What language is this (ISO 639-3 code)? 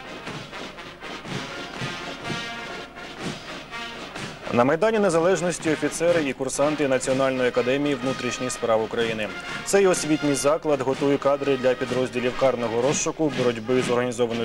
ukr